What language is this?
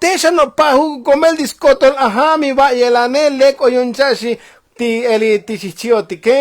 Tzotzil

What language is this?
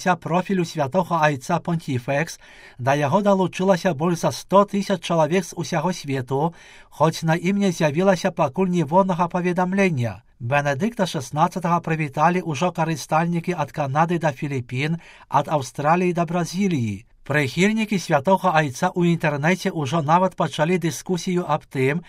Belarusian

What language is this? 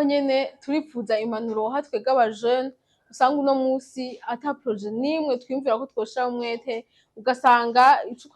Rundi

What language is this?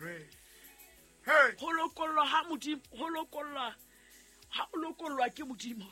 Southern Sotho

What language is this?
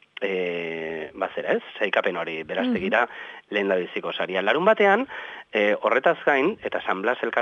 Basque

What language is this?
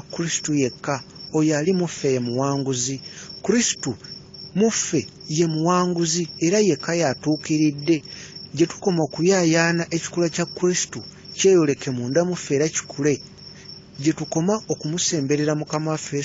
Ganda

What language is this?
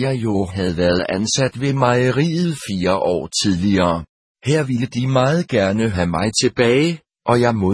Danish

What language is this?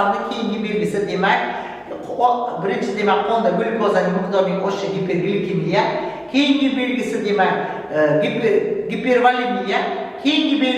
Uzbek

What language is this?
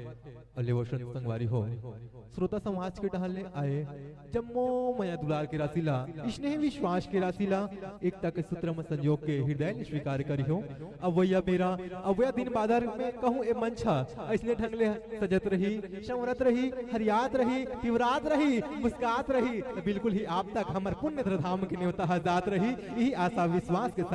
Chhattisgarhi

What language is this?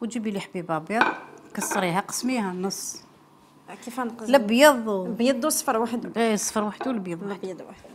Algerian Arabic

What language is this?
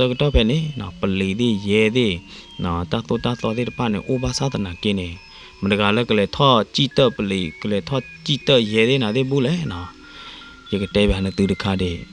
S'gaw Karen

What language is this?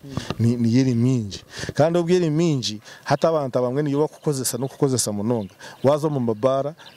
Kinyarwanda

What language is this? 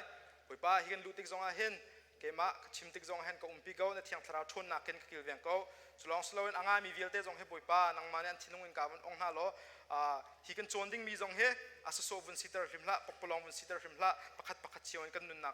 Hakha Chin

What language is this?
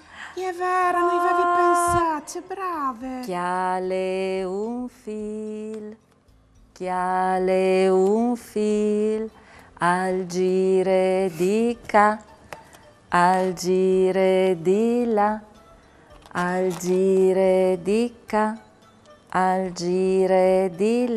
Friulian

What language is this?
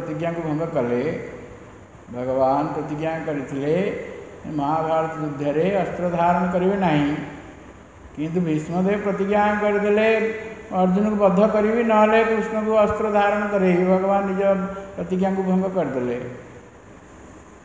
Odia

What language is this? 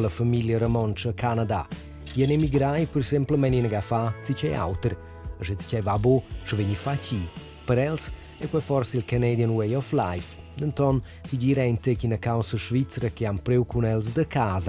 Romansh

